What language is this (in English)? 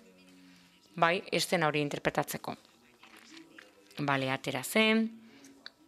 Basque